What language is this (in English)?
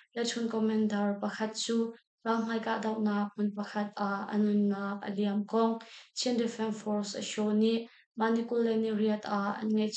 Hakha Chin